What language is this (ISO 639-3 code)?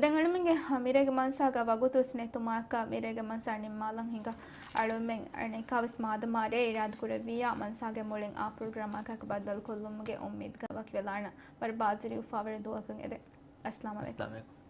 div